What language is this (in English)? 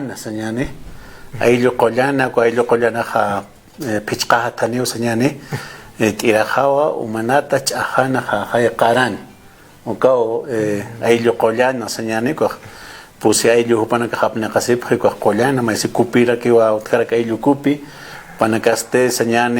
Aymara